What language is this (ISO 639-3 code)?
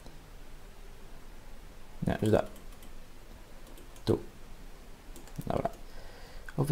pol